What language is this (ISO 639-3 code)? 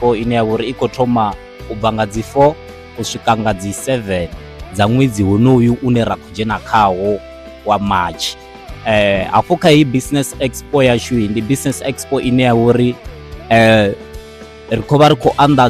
ven